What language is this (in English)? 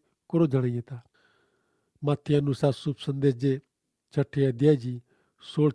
Kachhi